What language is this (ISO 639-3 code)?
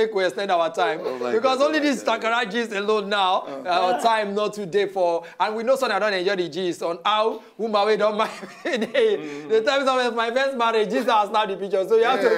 pcm